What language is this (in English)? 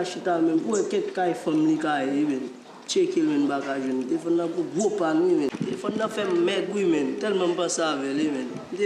Haitian Creole